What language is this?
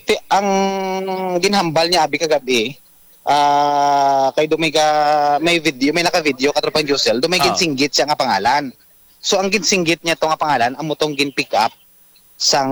Hiligaynon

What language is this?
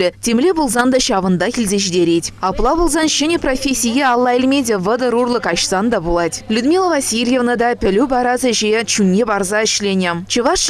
Chuvash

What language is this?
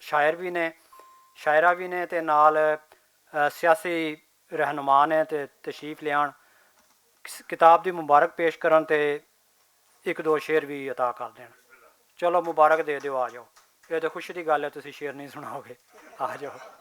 Western Panjabi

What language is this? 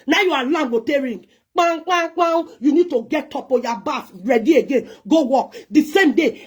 Nigerian Pidgin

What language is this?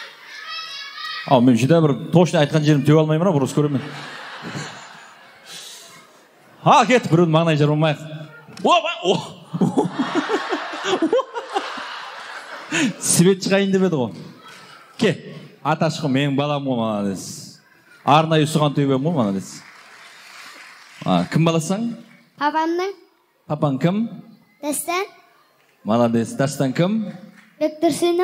Kazakh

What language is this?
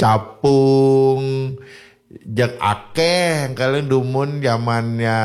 Balinese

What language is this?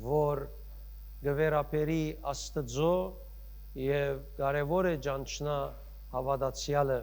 Western Armenian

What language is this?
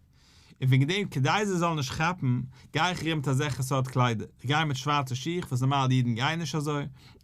Yiddish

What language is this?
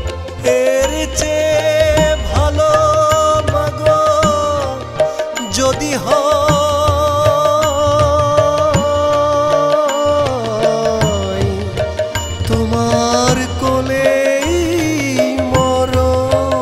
Bangla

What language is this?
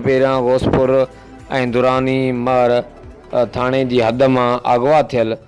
Sindhi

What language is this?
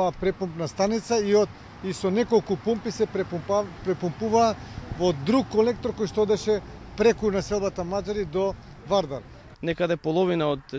Macedonian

